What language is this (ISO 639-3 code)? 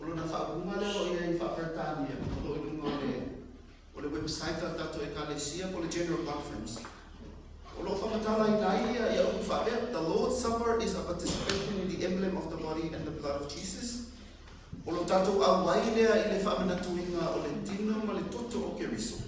smo